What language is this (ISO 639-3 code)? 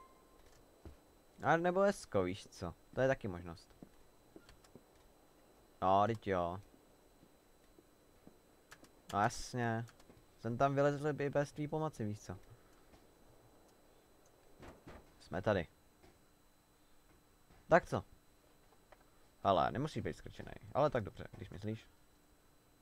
ces